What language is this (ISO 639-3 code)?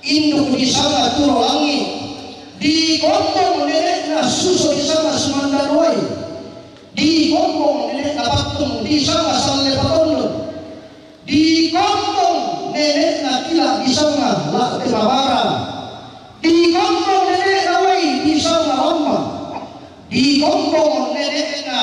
sda